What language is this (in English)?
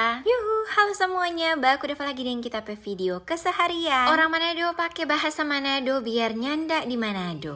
Manado Malay